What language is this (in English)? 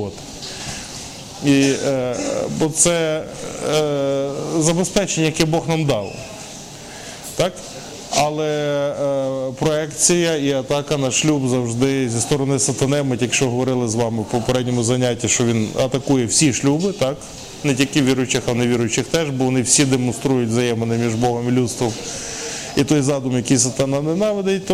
Ukrainian